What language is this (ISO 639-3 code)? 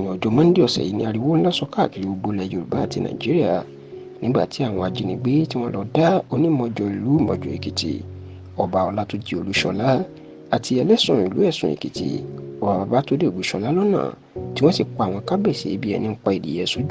yor